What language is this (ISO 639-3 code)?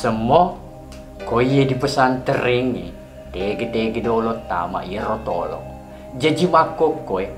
bug